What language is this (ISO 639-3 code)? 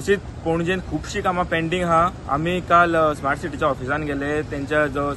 kok